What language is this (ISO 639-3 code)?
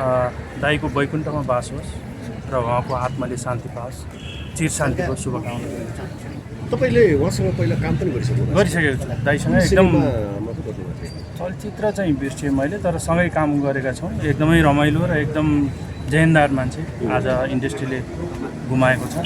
nep